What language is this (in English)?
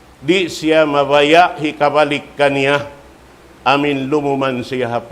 Tausug